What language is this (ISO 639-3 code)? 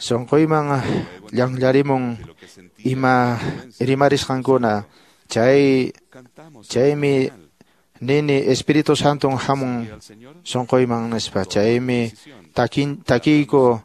que